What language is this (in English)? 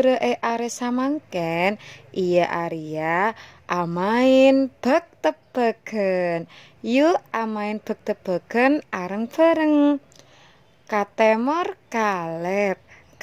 Madurese